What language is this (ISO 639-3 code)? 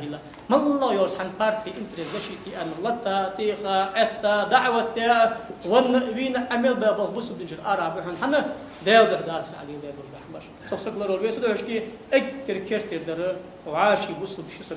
inh